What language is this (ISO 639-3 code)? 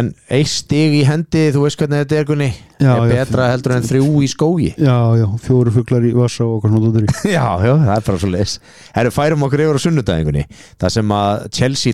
isl